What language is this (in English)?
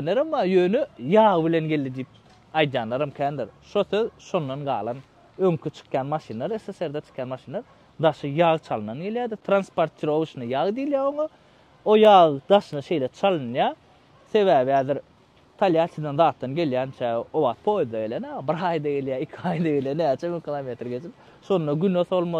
Turkmen